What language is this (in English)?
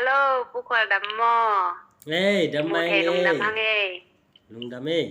Tedim Chin